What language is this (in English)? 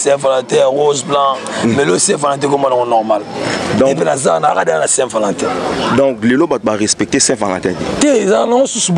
Lingala